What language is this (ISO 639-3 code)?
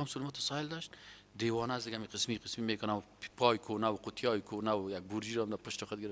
fas